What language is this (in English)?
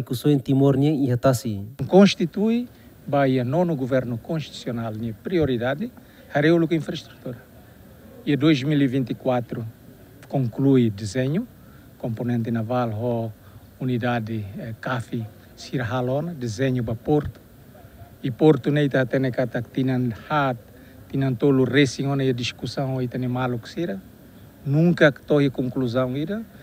Tetum